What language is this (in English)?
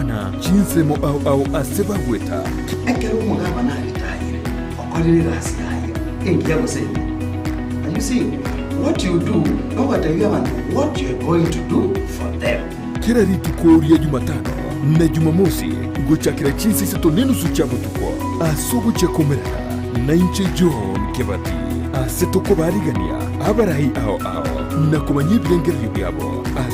Gusii